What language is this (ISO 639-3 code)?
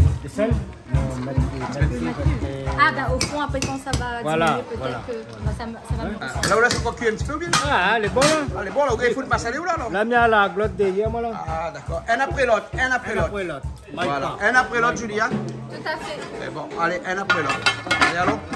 rcf